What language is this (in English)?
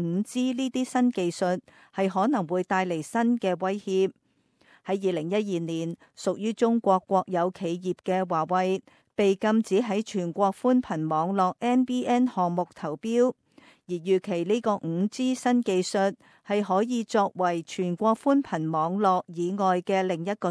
Cantonese